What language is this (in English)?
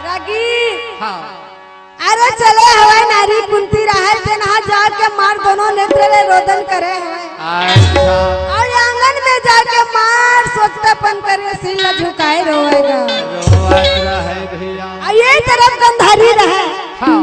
Chhattisgarhi